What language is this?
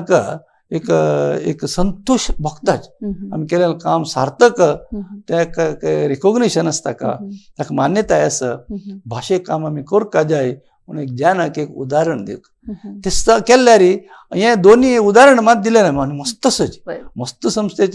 Konkani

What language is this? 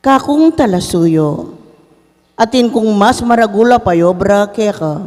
Pampanga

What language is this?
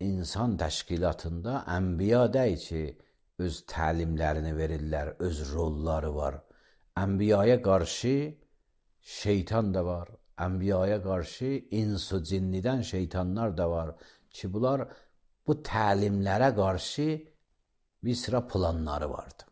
Azerbaijani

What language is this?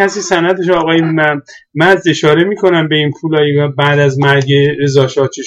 Persian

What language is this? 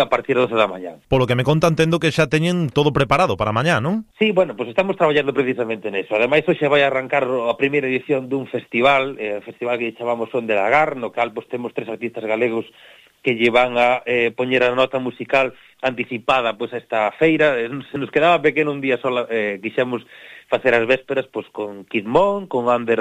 Galician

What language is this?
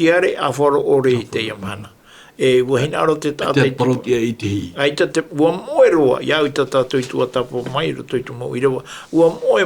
Tahitian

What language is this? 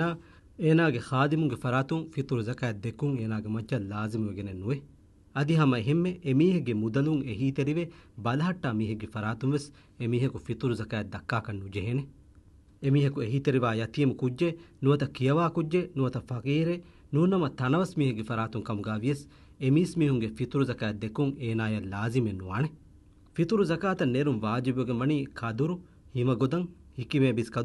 Divehi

